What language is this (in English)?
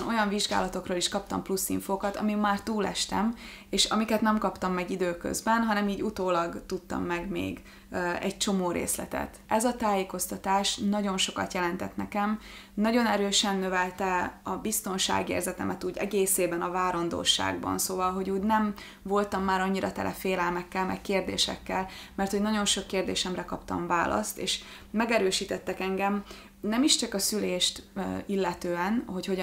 Hungarian